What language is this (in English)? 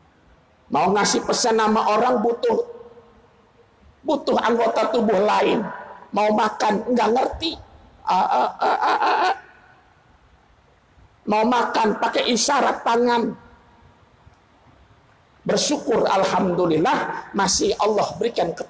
Indonesian